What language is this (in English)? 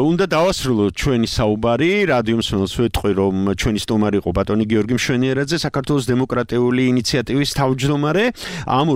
Georgian